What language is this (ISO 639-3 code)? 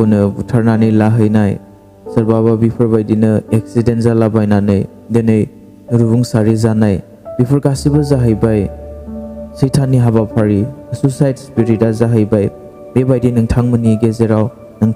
brx